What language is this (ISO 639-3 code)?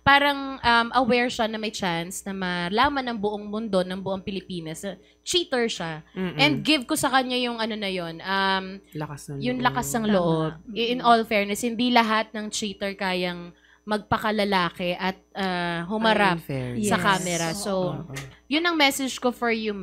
fil